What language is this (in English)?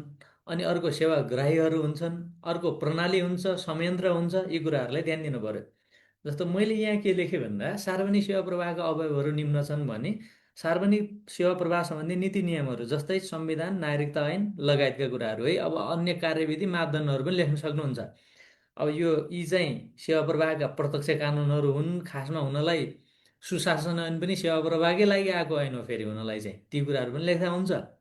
Nepali